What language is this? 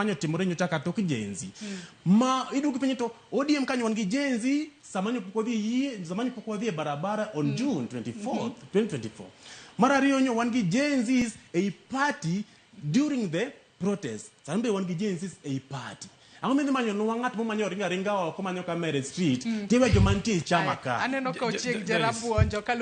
Luo (Kenya and Tanzania)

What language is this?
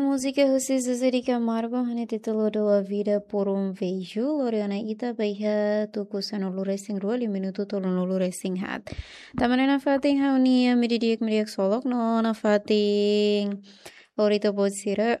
Tetum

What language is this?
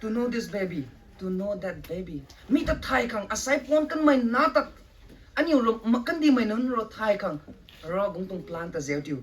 Rongmei Naga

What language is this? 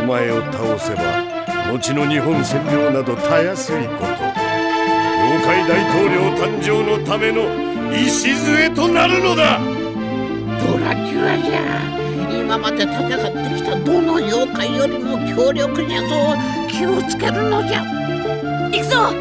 Japanese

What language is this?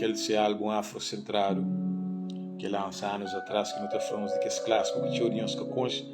Kabuverdianu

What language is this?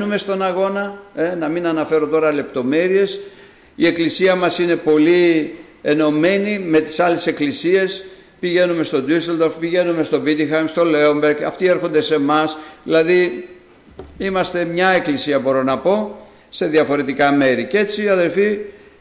Greek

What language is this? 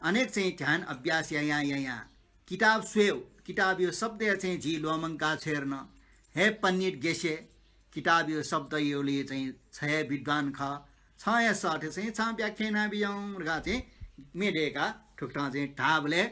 Newari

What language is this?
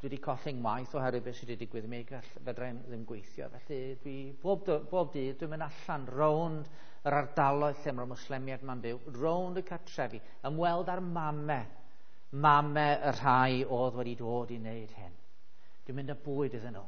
Welsh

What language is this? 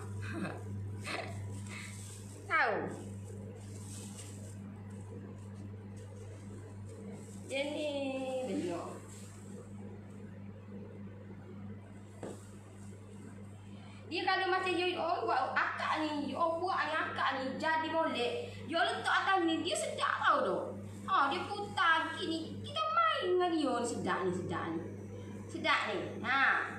Malay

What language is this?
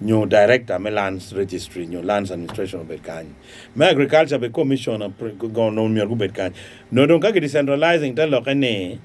Acoli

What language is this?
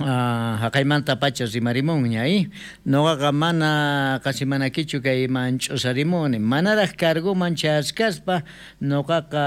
South Bolivian Quechua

